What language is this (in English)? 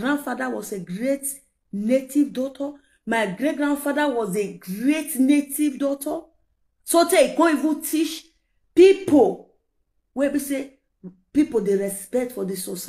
Nigerian Pidgin